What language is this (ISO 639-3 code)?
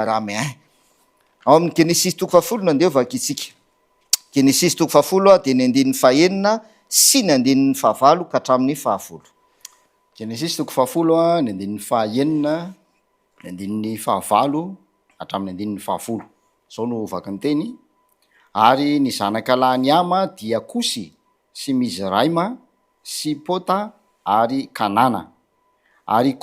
mlg